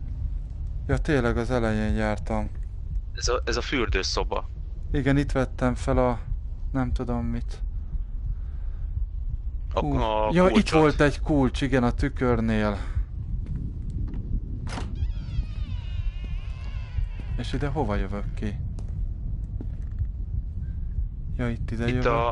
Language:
Hungarian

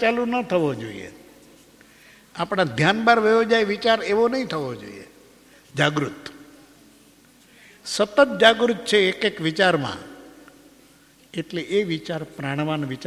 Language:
Gujarati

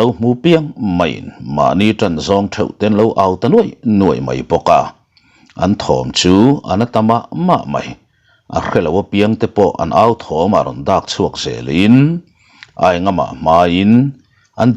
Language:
Mizo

